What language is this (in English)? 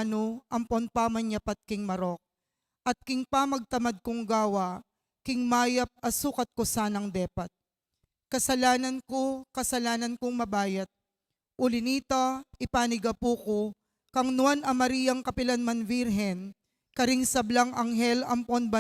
Pampanga